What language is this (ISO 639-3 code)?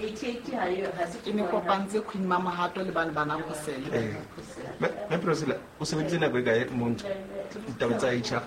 sot